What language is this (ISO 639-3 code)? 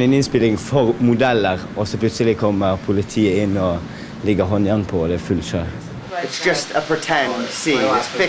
nor